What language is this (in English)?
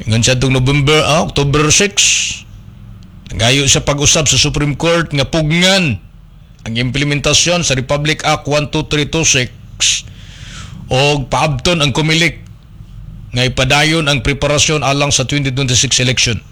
Cebuano